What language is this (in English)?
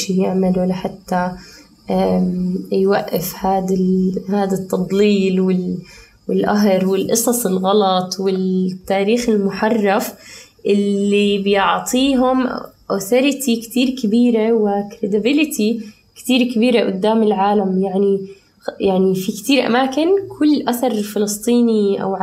North Levantine Arabic